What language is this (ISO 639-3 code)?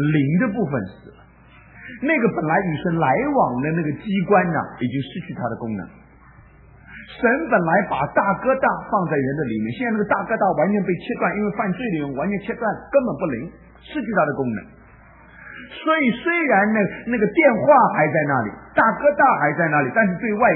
zho